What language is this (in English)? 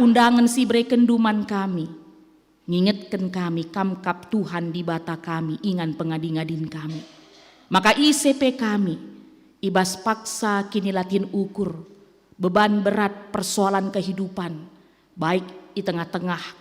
Batak Karo